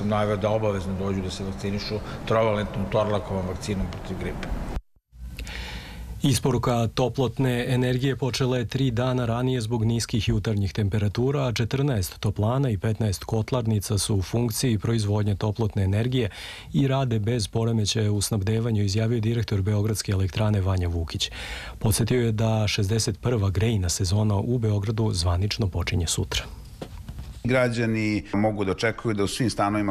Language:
Serbian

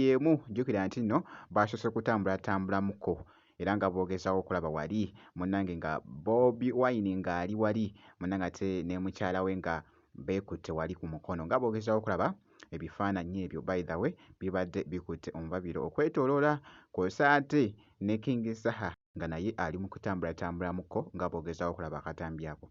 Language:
Ganda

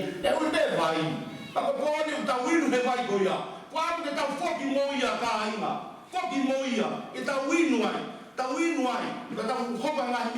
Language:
Tongan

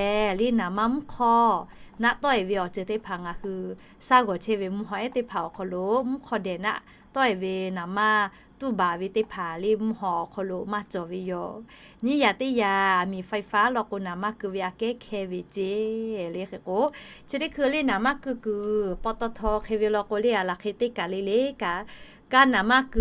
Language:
Lahu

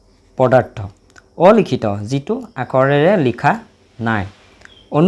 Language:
Assamese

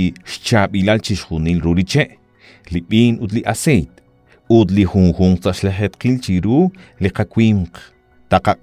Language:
Kekchí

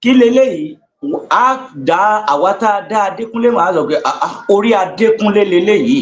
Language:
Yoruba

